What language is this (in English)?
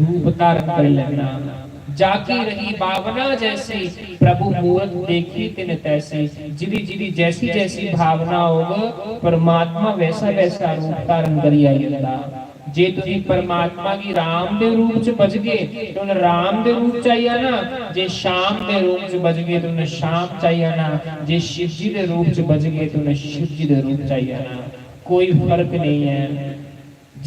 Dogri